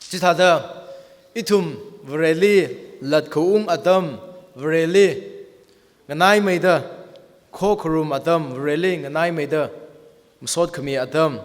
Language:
Tangkhul Naga (India)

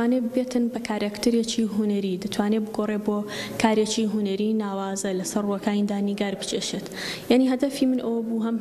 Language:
Central Kurdish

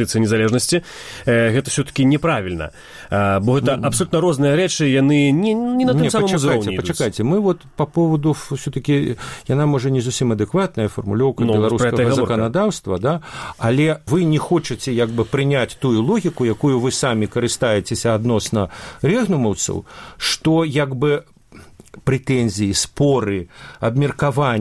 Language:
Belarusian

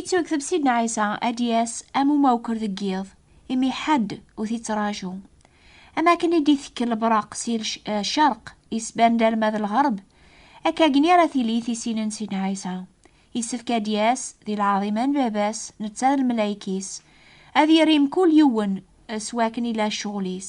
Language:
Kabyle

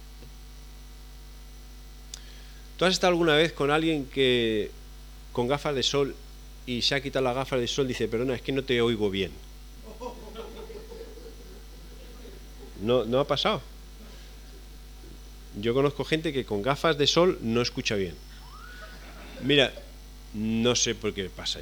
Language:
Spanish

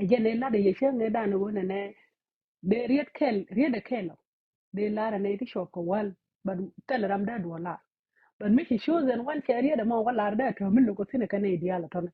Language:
Nuer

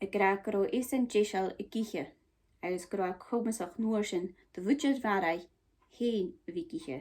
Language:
Scottish Gaelic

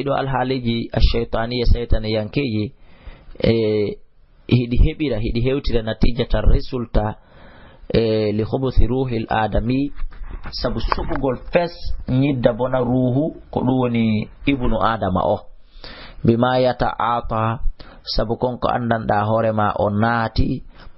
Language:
Fula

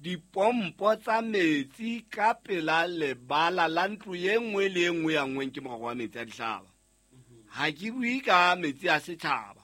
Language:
Southern Sotho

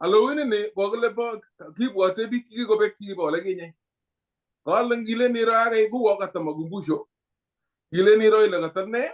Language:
Kalenjin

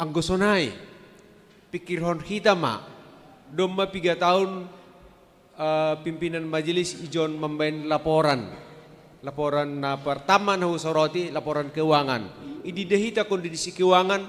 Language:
Batak Simalungun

